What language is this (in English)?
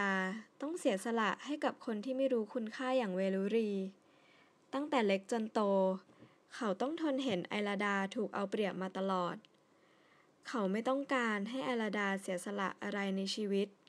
Thai